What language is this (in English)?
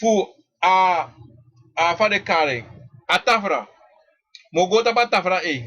Sranan Tongo